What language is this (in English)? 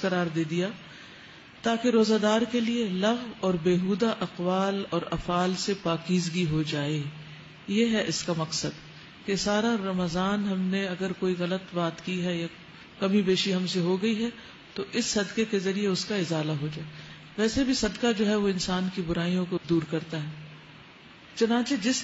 Urdu